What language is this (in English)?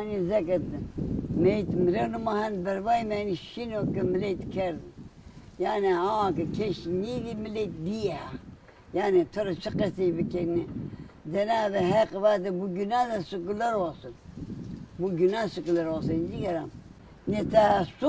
Zaza